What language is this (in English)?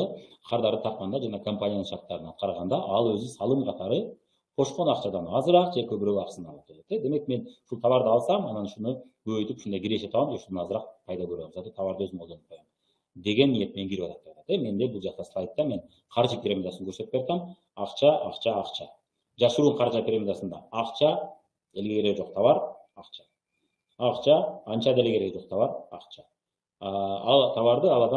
Kyrgyz